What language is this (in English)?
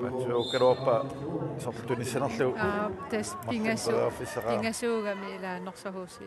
Kalaallisut